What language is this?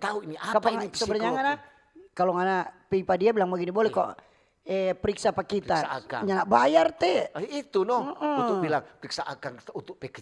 Manado Malay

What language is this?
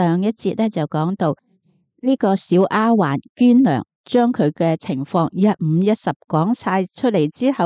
Cantonese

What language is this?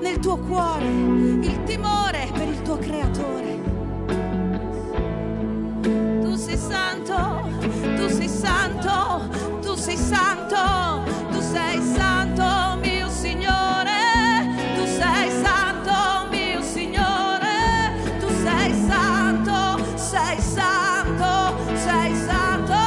Italian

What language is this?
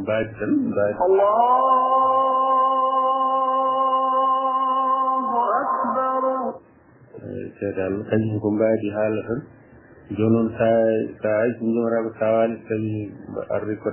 Fula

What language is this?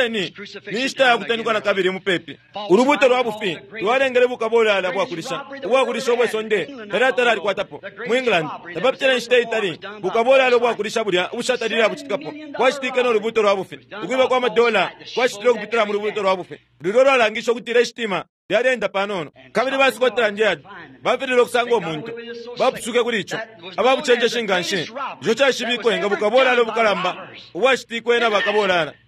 Bemba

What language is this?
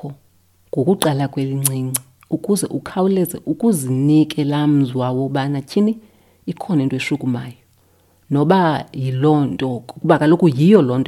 Xhosa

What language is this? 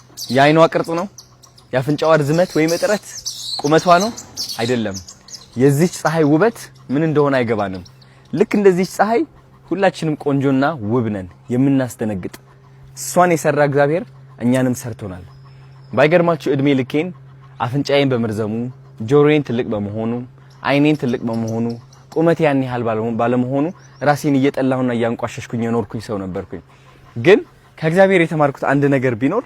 Amharic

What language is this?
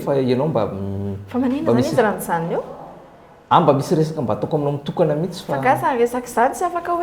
Malagasy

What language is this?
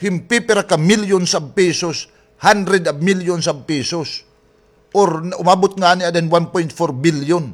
Waray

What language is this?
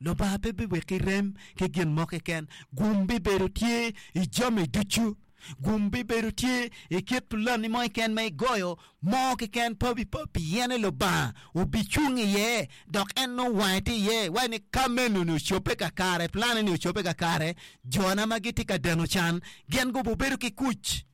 Acoli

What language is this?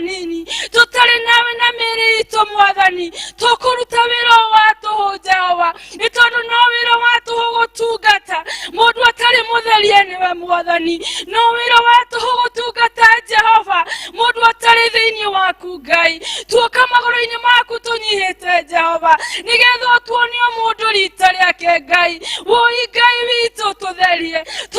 Kikuyu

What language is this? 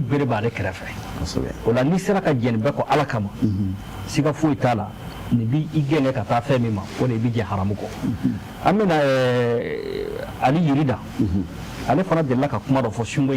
Bambara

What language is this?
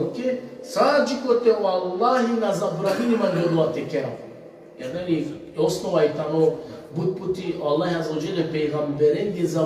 Balkan Romani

